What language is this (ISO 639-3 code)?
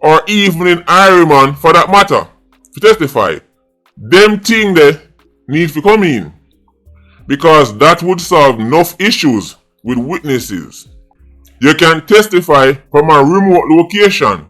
jam